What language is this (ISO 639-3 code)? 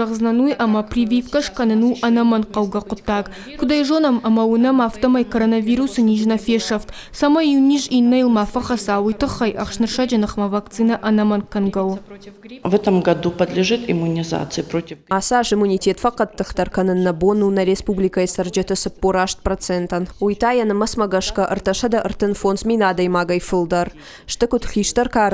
oss